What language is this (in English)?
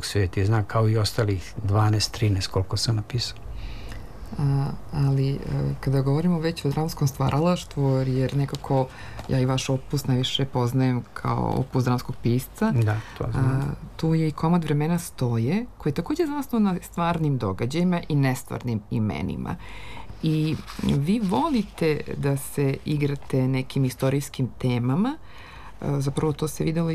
Serbian